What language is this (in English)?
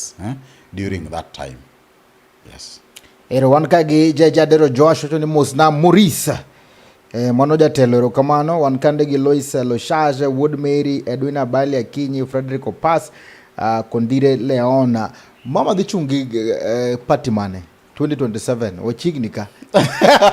Luo (Kenya and Tanzania)